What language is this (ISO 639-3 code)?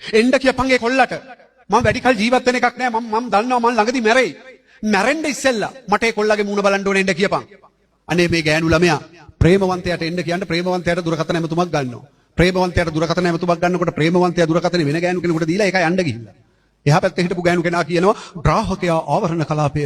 sin